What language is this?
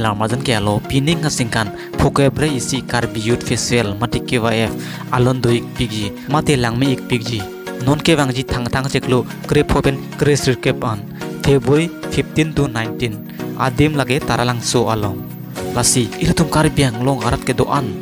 Karbi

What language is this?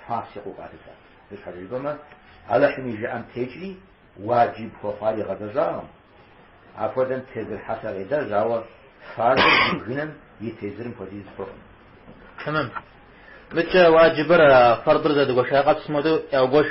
Kabardian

